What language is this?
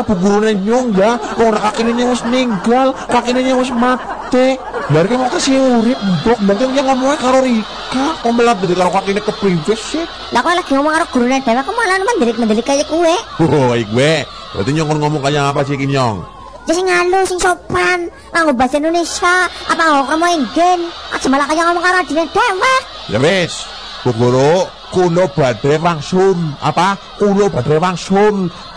Javanese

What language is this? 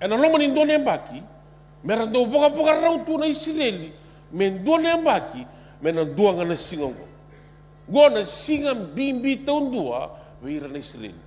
Fijian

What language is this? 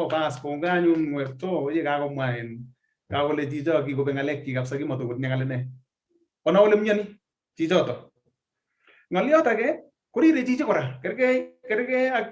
Kalenjin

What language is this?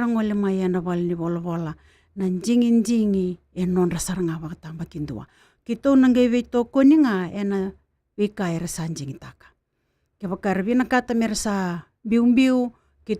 Fijian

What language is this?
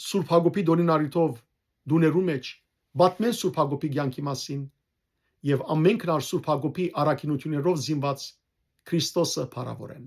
Western Armenian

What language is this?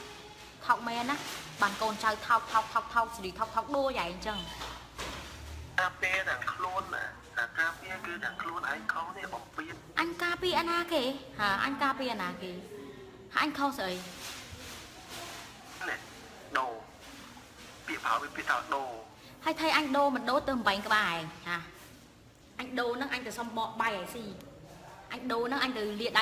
Khmer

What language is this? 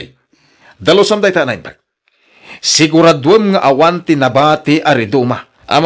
Iloko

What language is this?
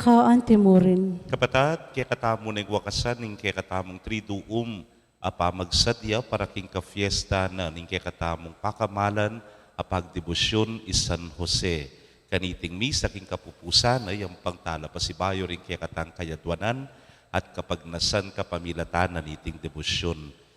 Pampanga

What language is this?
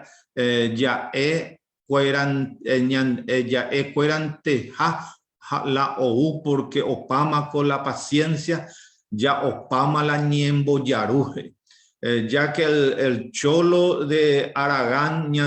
Guarani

